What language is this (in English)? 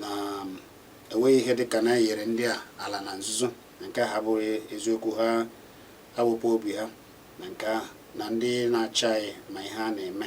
Igbo